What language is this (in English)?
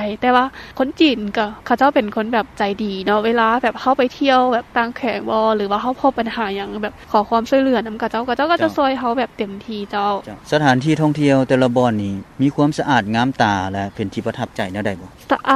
Lao